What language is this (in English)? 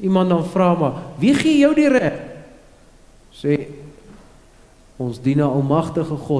Afrikaans